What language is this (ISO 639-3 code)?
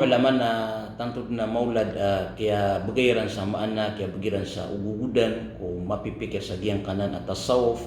mrw